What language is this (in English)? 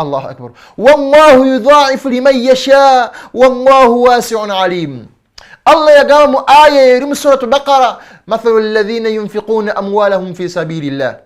Ganda